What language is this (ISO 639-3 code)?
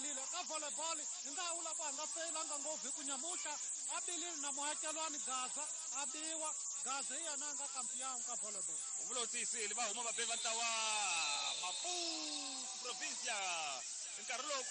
tso